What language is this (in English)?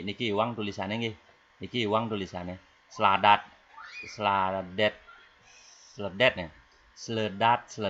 Balinese